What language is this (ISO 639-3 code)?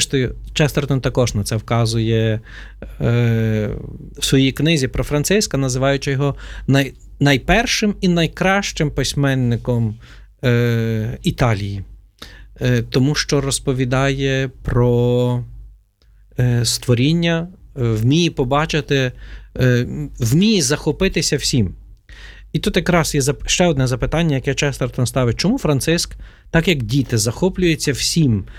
ukr